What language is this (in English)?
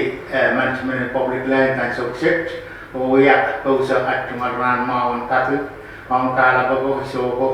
Pohnpeian